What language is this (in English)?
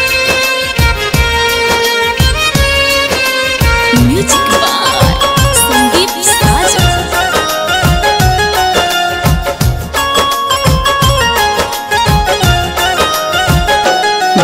Bhojpuri